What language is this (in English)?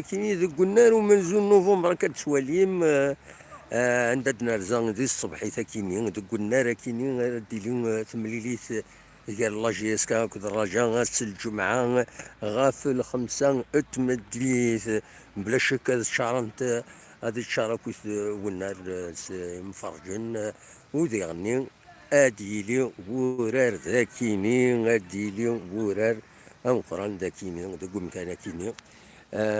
Kabyle